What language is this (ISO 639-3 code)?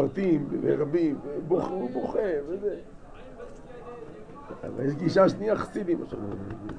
heb